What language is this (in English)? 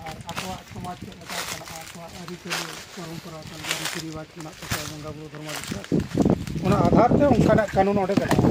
Santali